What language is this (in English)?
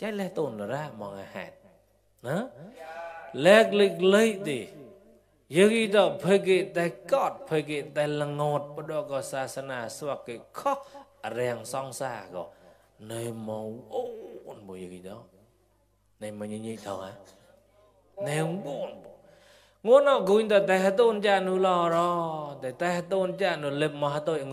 Mon